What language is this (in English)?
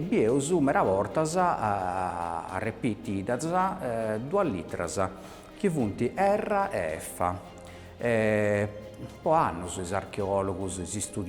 Sardinian